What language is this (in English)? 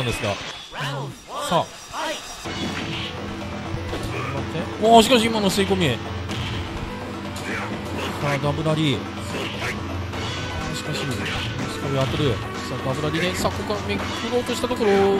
Japanese